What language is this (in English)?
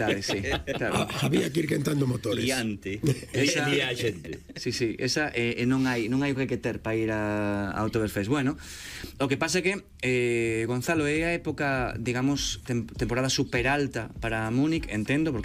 Galician